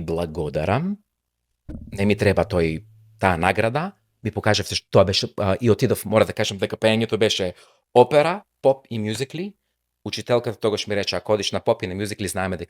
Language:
Macedonian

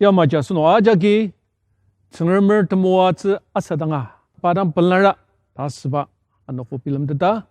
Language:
Ao Naga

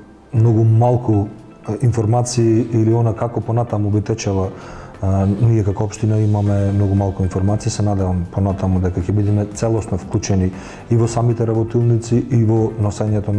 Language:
Macedonian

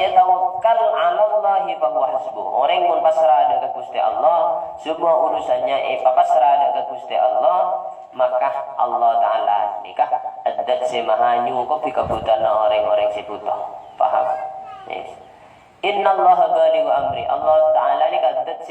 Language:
Madurese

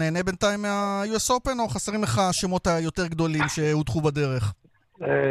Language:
Hebrew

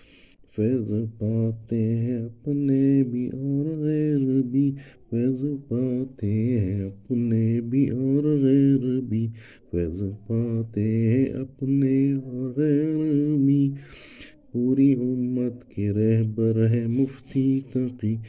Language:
Urdu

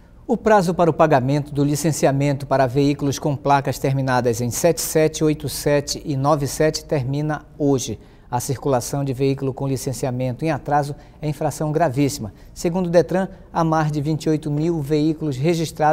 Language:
Portuguese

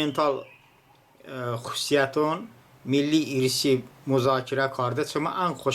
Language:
Talysh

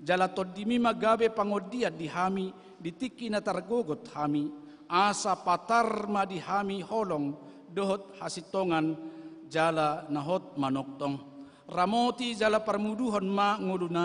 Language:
Batak Toba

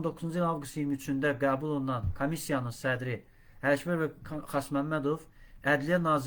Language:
Azerbaijani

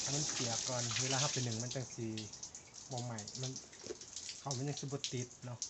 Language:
Lao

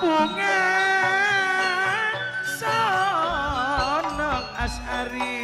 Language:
Madurese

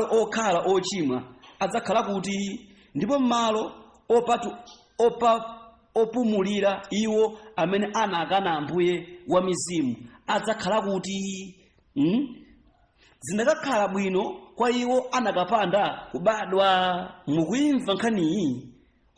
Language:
Nyanja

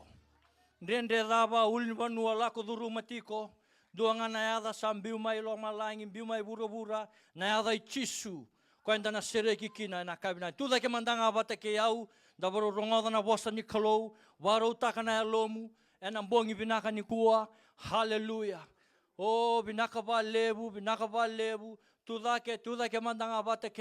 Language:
Fijian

